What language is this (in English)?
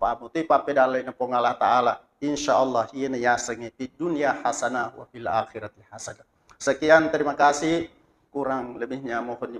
Buginese